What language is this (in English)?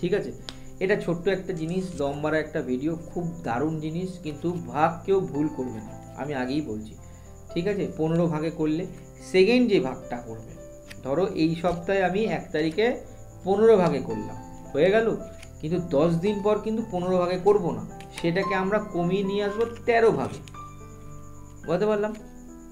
Bangla